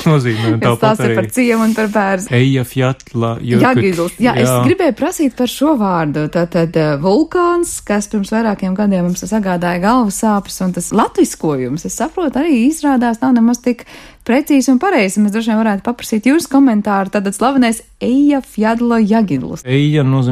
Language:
Latvian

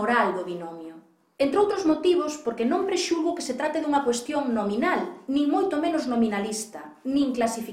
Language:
Galician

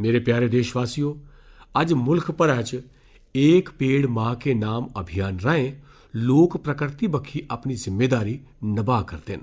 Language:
Dogri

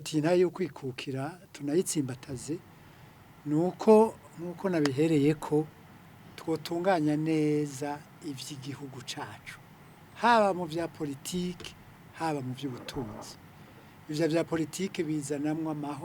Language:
Rundi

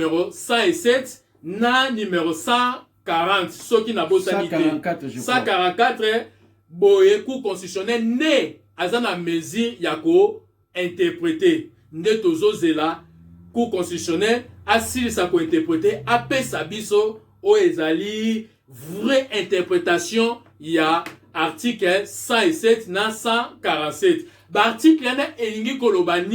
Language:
Lingala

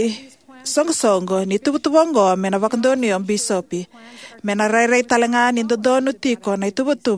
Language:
Fijian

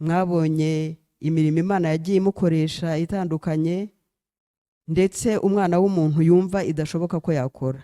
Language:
Kinyarwanda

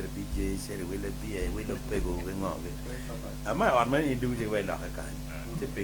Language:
Acoli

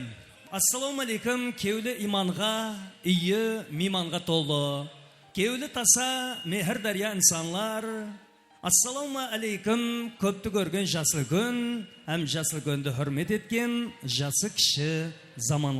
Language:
Kara-Kalpak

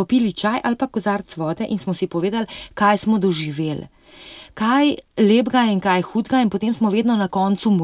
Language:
Slovenian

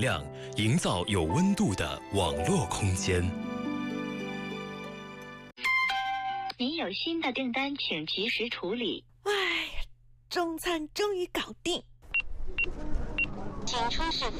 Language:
Chinese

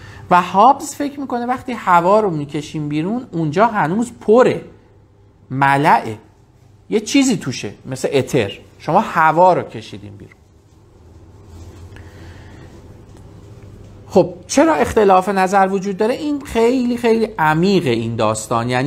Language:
Persian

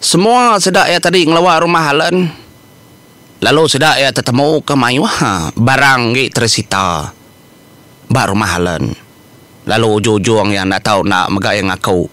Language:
Iban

